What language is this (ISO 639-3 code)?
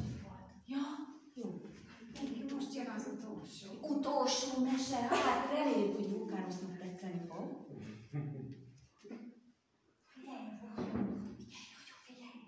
hun